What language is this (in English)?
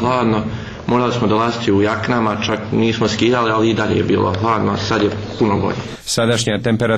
Croatian